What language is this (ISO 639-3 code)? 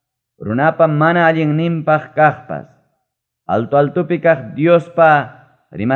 quy